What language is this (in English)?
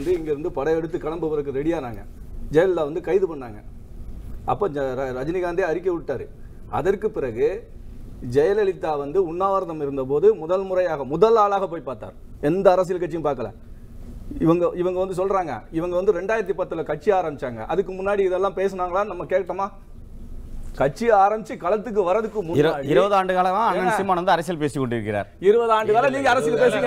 Tamil